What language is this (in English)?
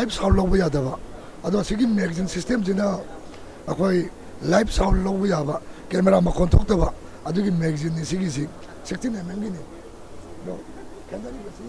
Manipuri